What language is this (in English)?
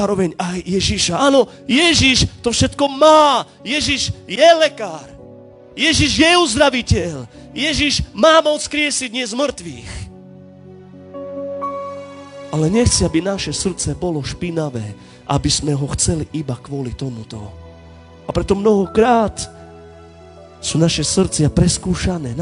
Slovak